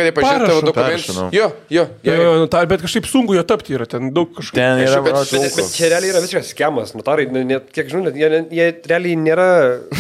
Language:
Lithuanian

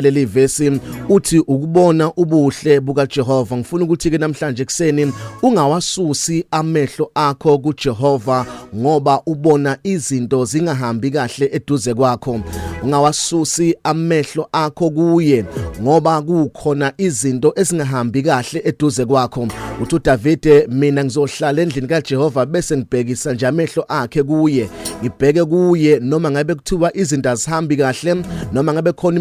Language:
Zulu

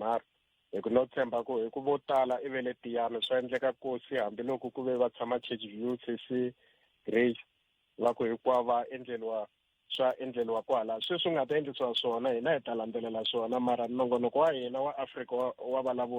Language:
Tsonga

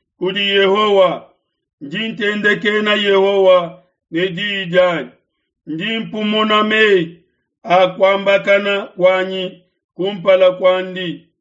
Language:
Luba-Lulua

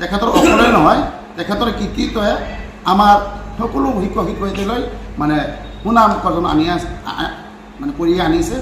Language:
Assamese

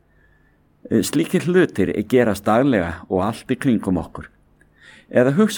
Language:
Icelandic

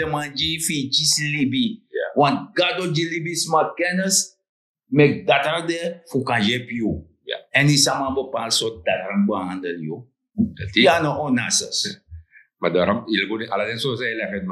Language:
Sranan Tongo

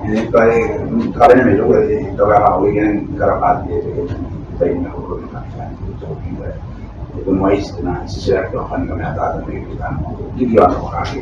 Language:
Gilbertese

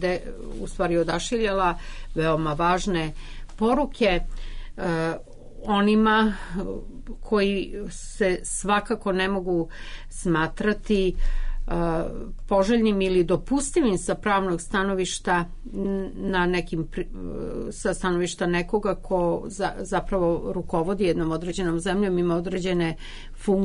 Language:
Serbian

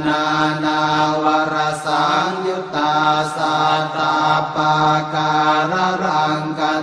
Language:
Pali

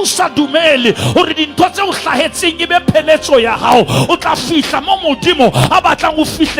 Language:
Southern Sotho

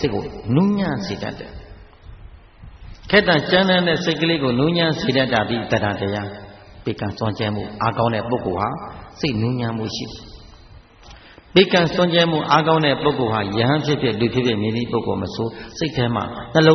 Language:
Burmese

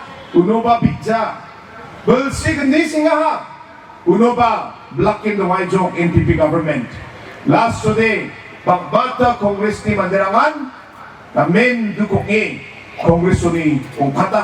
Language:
Garo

